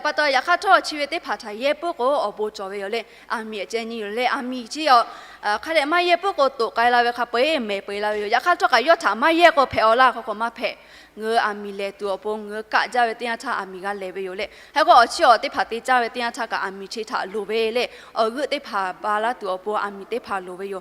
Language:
Lahu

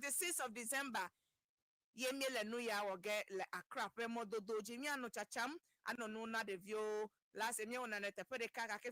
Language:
Ewe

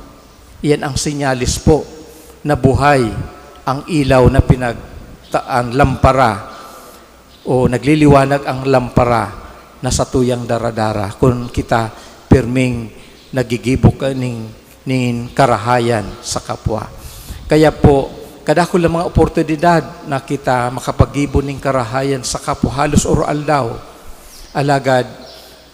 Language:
Bikol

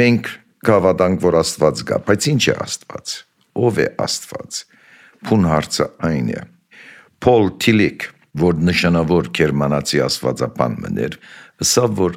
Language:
Armenian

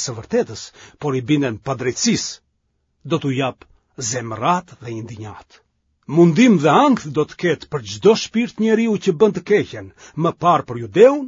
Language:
Albanian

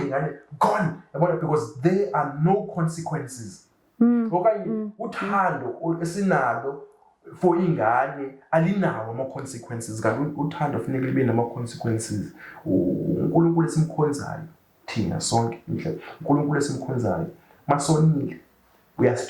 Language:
Zulu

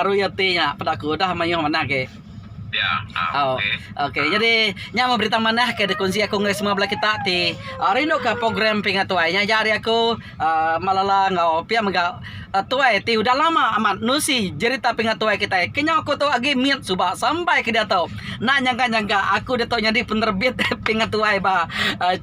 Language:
Iban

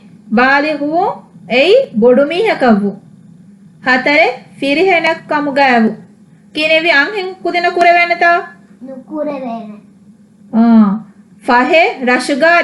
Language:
Divehi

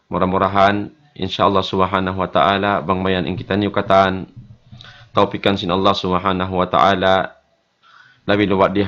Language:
Tausug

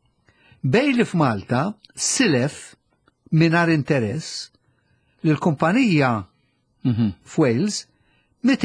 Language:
Maltese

